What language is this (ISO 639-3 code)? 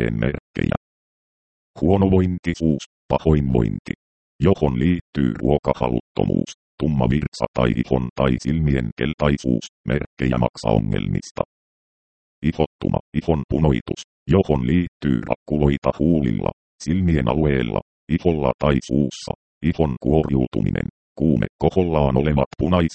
fin